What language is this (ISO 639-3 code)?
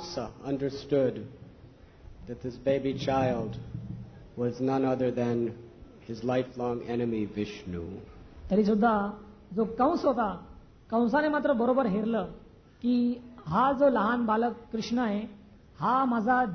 mar